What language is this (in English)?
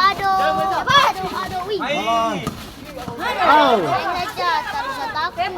Ambonese Malay